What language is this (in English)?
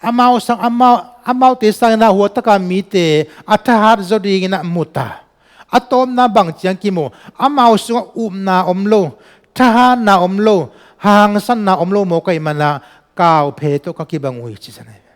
Tedim Chin